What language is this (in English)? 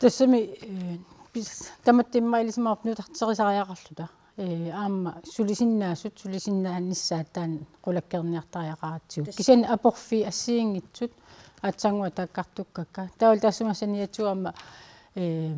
Kalaallisut